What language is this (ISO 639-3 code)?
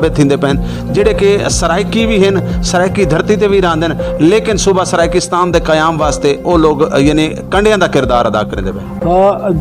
skr